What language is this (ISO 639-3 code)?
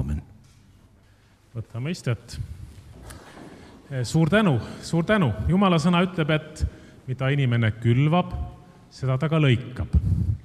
est